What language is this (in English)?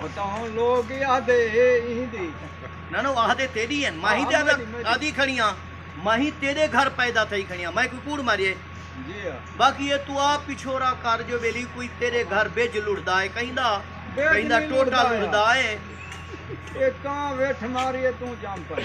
Saraiki